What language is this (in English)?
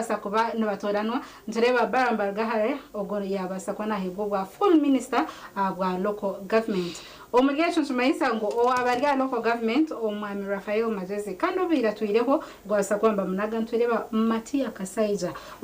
Nyankole